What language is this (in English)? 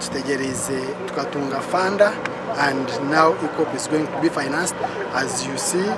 Nyankole